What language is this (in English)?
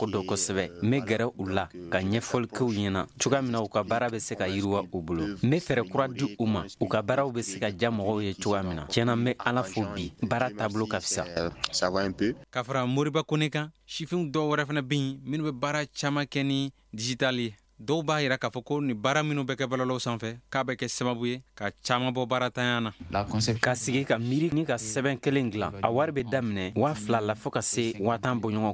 Bambara